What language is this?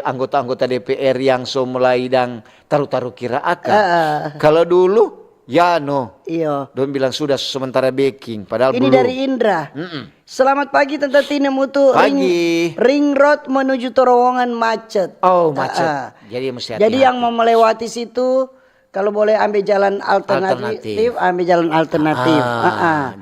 Manado Malay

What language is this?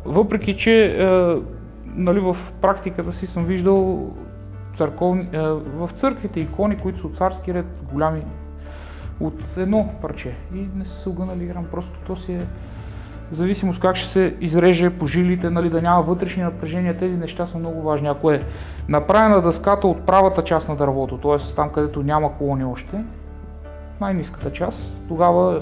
Bulgarian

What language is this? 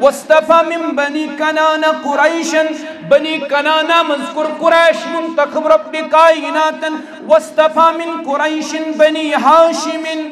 Kashmiri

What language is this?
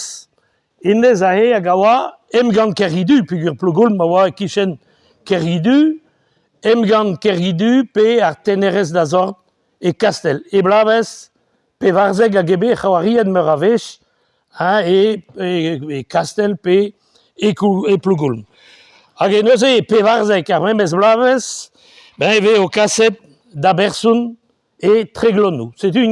Breton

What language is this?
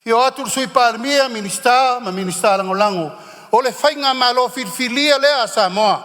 Samoan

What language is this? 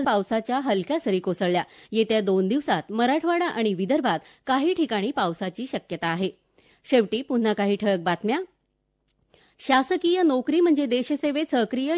Marathi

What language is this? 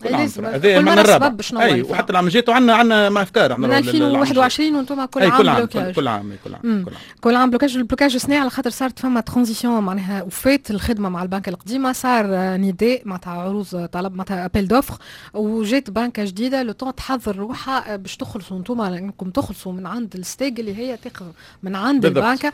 Tunisian Arabic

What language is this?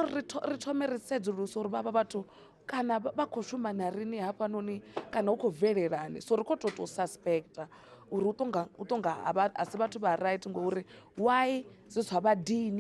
Venda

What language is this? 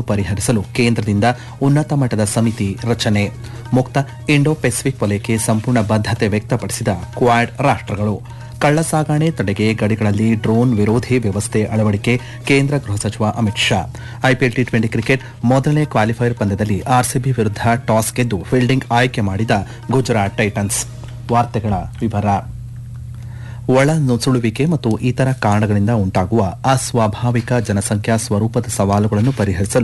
Kannada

